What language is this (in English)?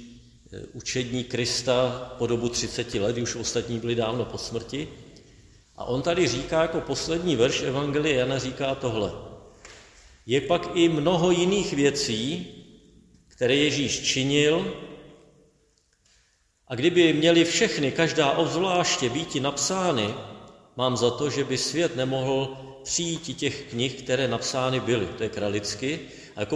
Czech